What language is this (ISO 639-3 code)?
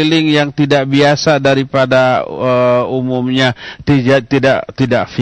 ind